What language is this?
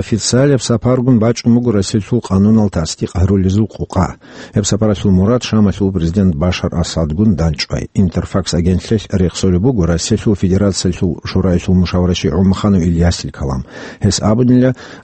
Avaric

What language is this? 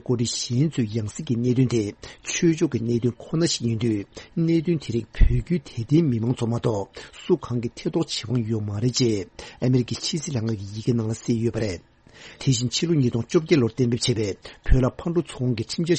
Tibetan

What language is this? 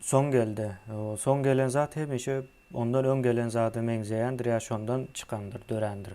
Turkmen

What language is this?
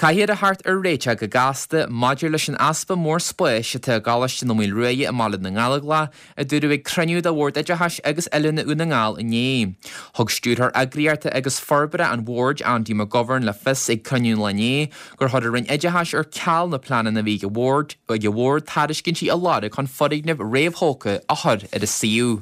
Irish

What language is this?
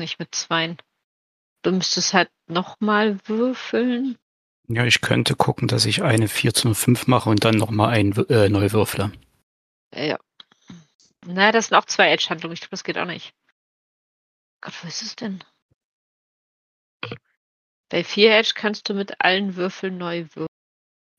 German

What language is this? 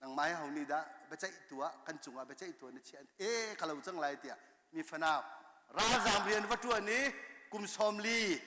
Hakha Chin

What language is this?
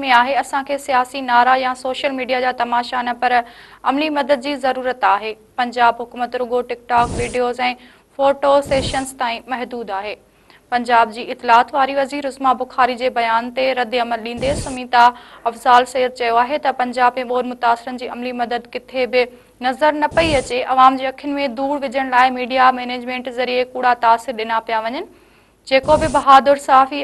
Sindhi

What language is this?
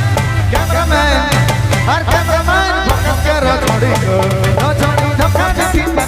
Sadri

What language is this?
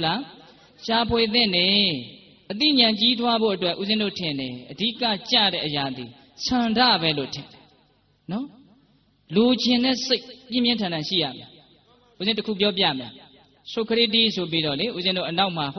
Burmese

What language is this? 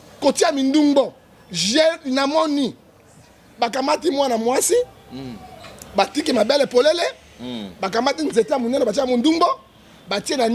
Lingala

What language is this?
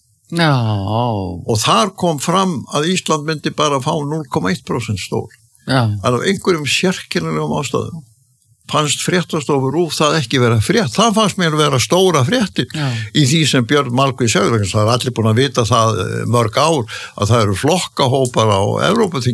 Icelandic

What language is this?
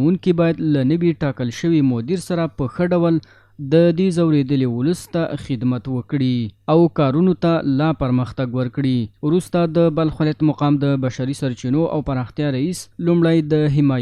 Pashto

